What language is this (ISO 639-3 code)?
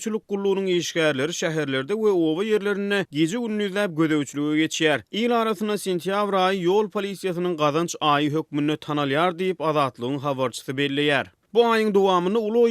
tuk